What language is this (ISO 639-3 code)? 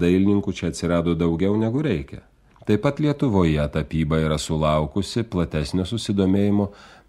lit